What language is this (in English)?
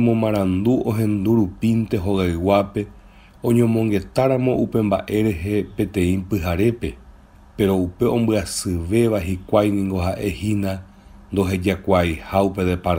Guarani